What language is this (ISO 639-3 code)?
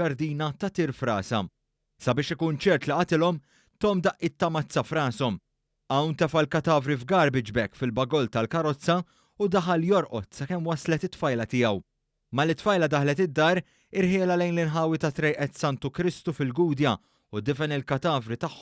mlt